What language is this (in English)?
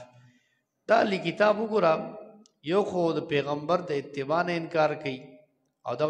Pashto